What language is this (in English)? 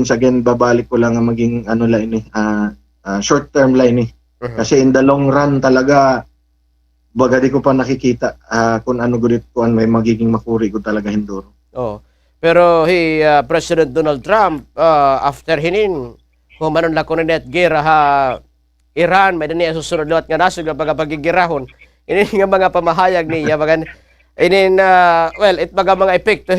Waray